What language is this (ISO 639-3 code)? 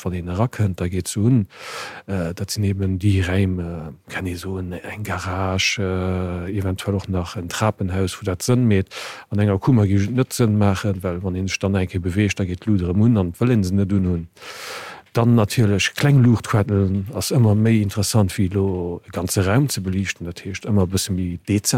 ltz